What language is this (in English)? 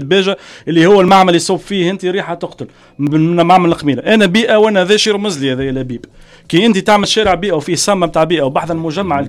Tunisian Arabic